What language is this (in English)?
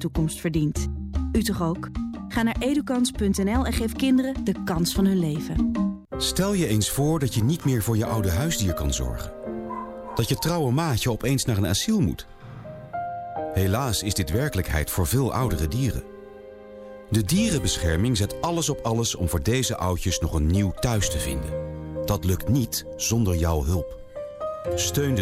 Dutch